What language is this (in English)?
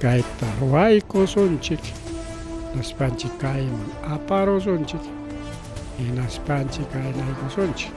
Ayacucho Quechua